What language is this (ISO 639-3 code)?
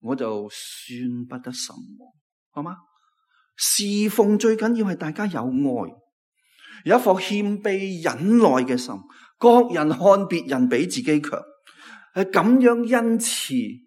yue